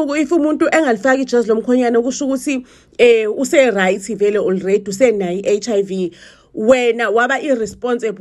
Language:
Zulu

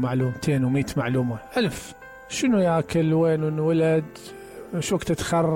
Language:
Mesopotamian Arabic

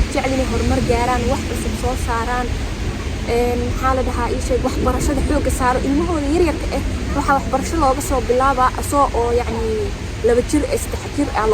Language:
Somali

